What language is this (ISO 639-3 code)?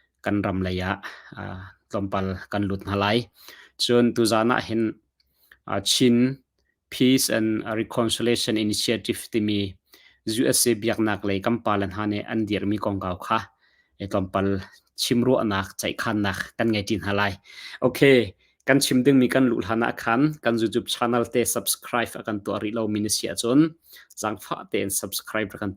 cnh